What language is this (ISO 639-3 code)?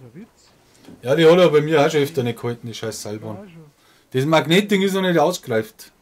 bar